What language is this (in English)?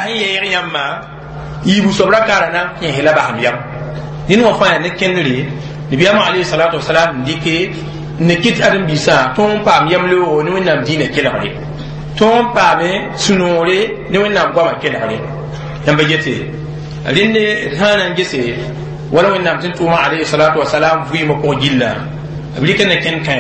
Mossi